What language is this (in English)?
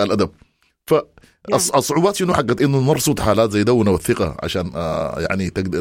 Sudanese Arabic